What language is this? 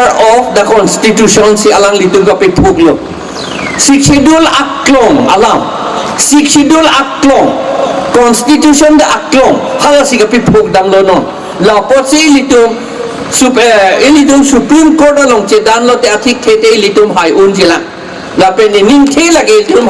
Karbi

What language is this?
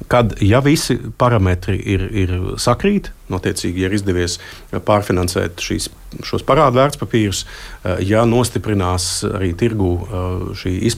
Latvian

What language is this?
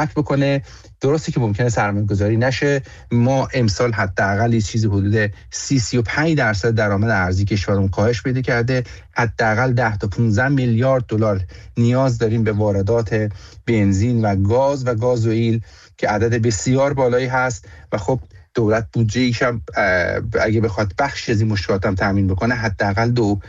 Persian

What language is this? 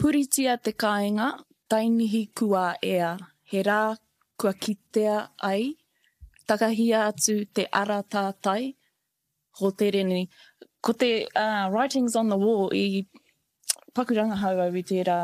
Māori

